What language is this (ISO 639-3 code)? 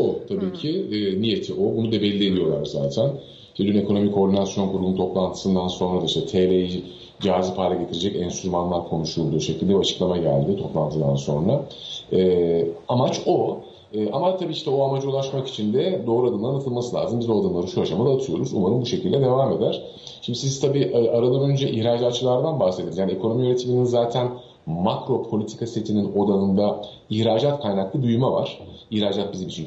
tur